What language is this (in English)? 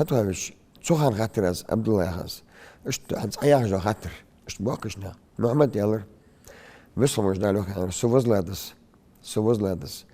Ingush